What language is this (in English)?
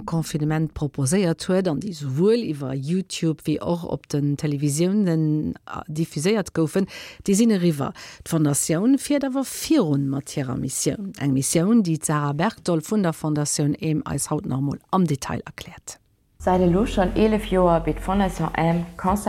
Luxembourgish